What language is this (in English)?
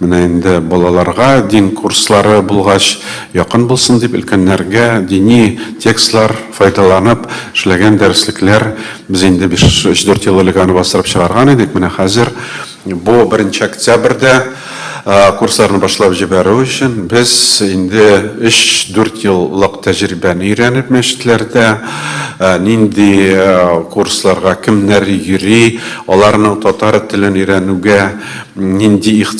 Tatar